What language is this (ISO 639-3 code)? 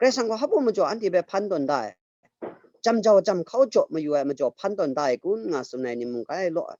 kac